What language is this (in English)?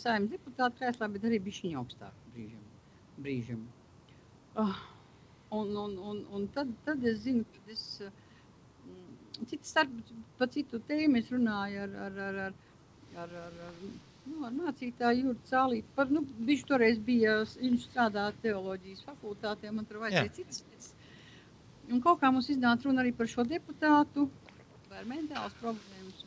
Latvian